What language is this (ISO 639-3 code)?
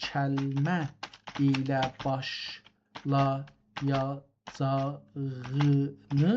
azb